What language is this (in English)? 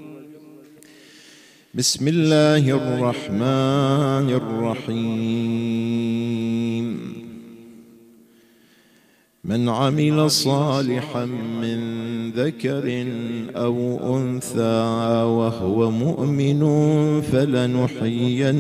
Arabic